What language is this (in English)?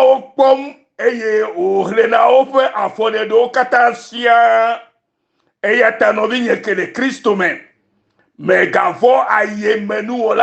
Ewe